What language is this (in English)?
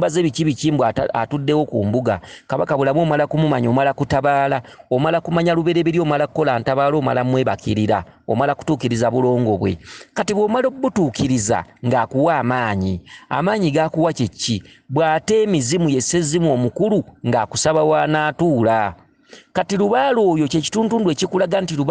Ganda